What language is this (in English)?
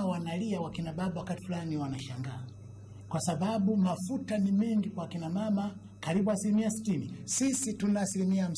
Swahili